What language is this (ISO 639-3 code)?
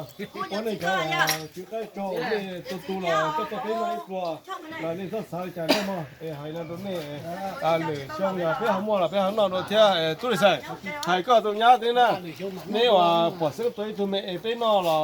hmn